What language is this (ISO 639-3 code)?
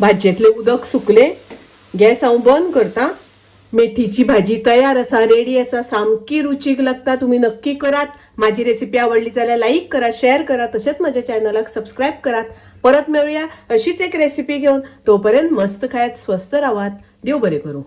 kok